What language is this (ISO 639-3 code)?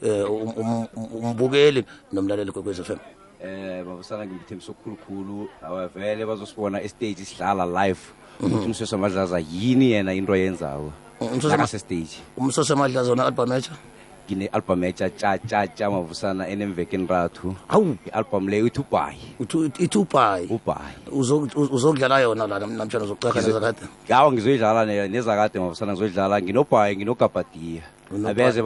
nbl